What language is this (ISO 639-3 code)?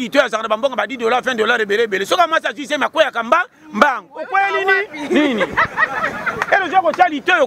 lin